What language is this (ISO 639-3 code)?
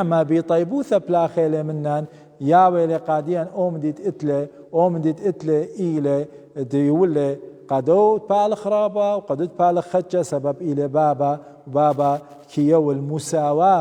aii